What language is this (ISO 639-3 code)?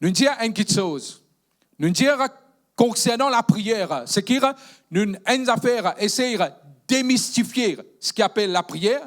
mfe